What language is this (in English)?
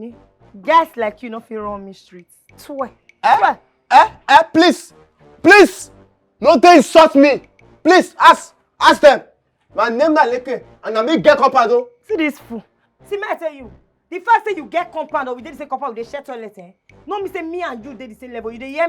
Nigerian Pidgin